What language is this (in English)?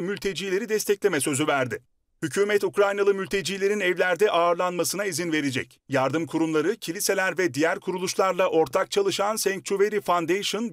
Turkish